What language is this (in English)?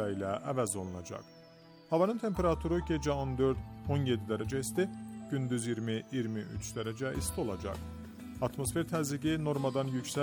Azerbaijani